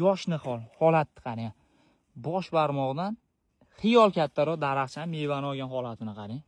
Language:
Uzbek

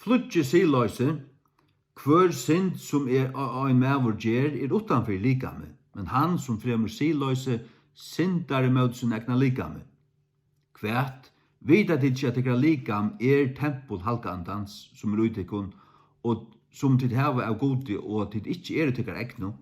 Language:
Faroese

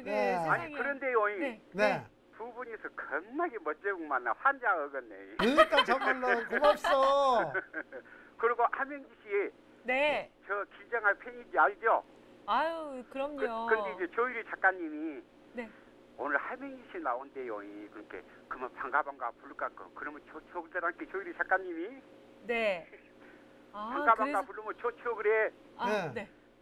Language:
Korean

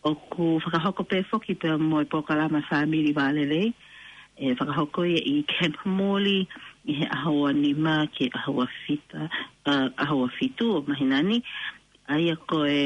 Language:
Tongan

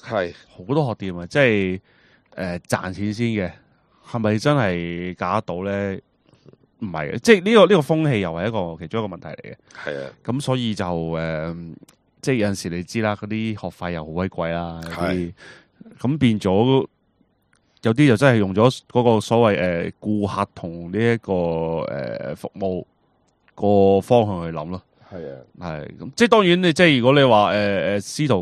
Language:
Cantonese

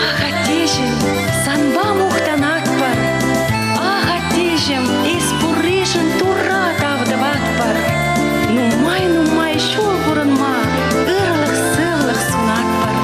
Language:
Chuvash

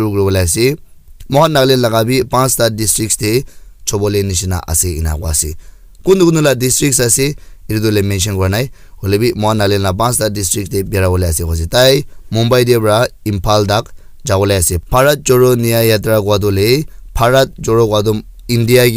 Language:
Naga Pidgin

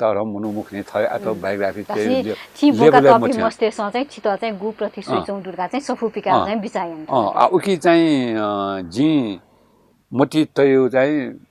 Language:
Newari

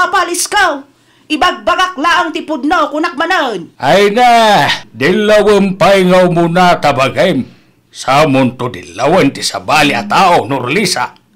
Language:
Iloko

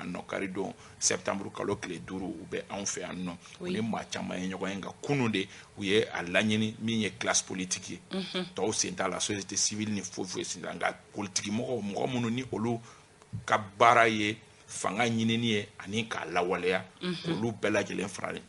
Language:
Bambara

